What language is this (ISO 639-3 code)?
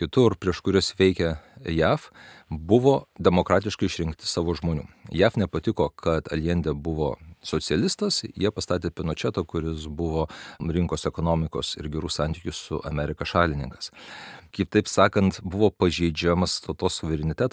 lit